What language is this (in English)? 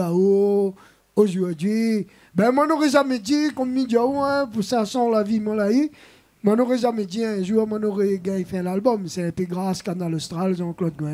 Réunion Creole French